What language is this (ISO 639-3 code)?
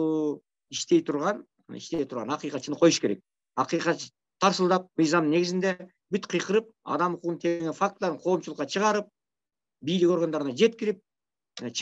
kir